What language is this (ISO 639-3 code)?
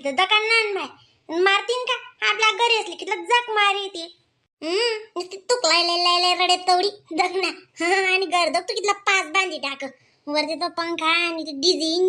khn